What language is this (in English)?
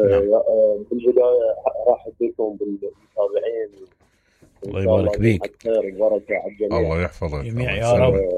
Mesopotamian Arabic